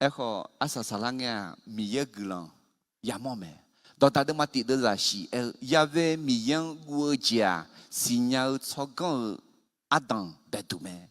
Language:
Akha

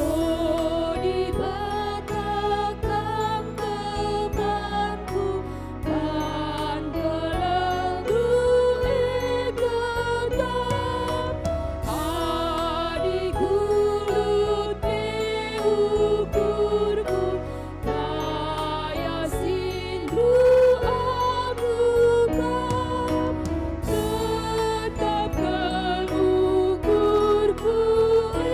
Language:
Batak Karo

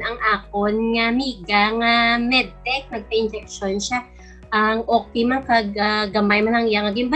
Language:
Hiligaynon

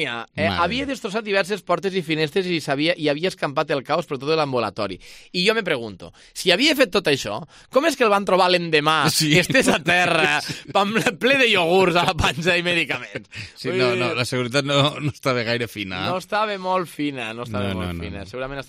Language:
Catalan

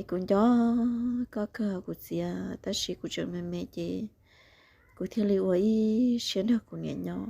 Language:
Hmong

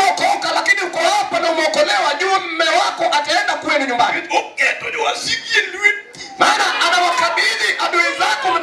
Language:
Luo (Kenya and Tanzania)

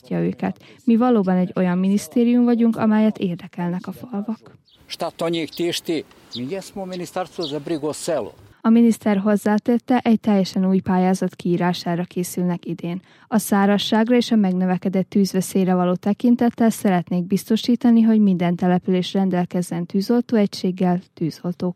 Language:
Hungarian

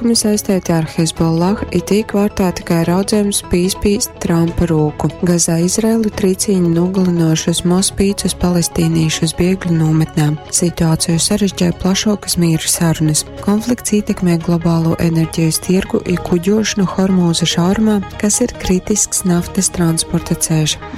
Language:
Latgalian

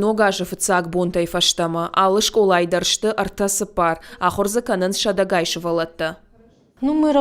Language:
Ossetic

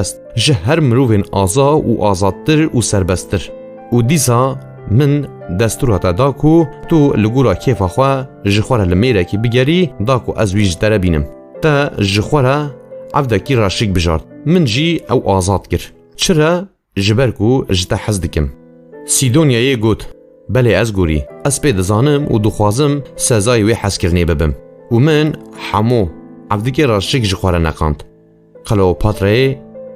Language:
Kurdish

